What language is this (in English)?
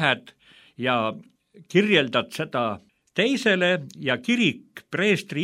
Estonian